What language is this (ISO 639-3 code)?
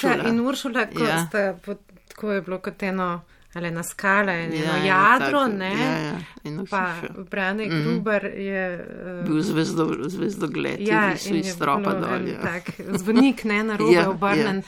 slv